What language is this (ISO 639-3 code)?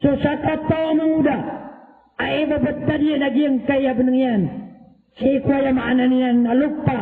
mrw